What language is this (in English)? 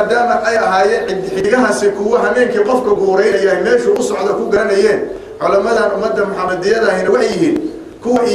Somali